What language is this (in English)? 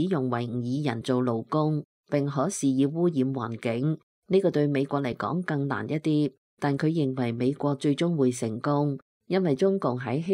Cantonese